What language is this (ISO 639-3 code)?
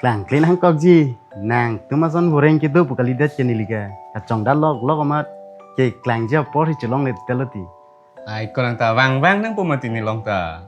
mjw